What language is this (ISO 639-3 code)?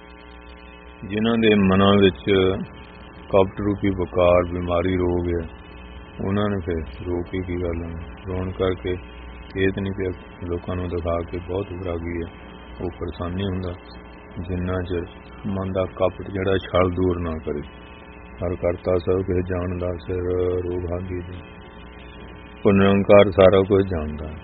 pan